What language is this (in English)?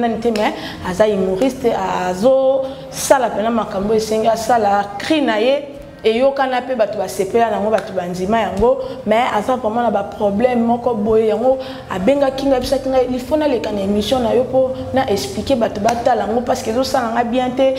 Lingala